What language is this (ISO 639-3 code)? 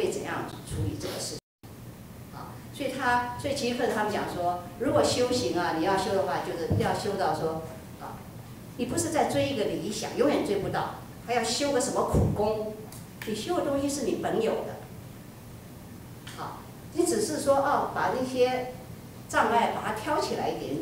zho